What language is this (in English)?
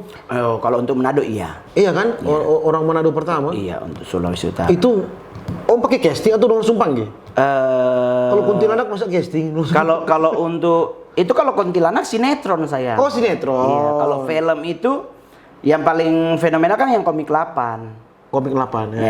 Manado Malay